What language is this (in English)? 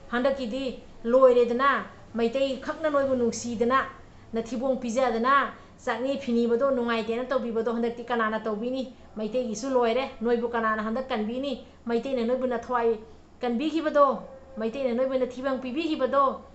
Manipuri